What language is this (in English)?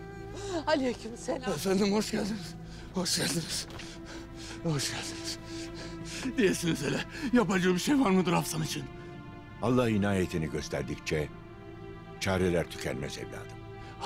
Turkish